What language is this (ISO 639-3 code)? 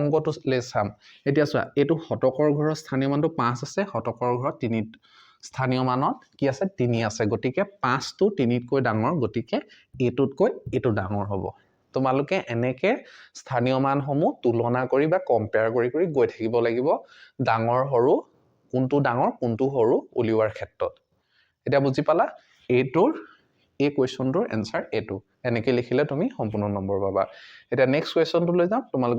asm